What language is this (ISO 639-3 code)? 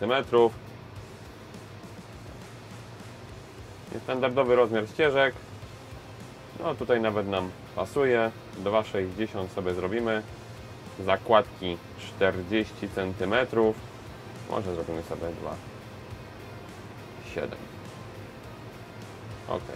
pol